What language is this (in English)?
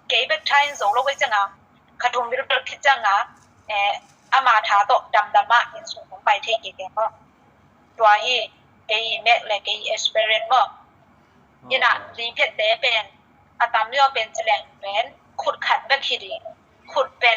Tedim Chin